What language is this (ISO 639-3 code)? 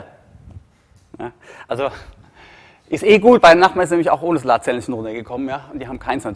deu